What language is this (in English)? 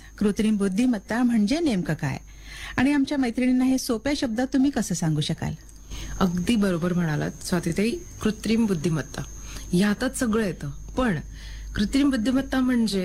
Marathi